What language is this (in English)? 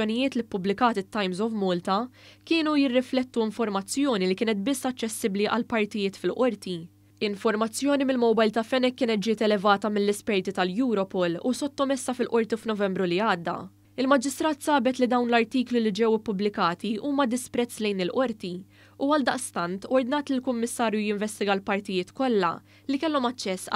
Maltese